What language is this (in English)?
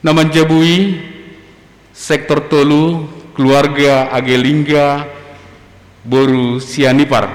Batak Simalungun